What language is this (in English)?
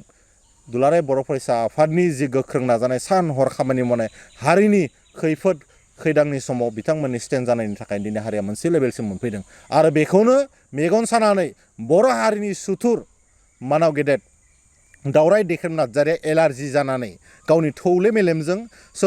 Bodo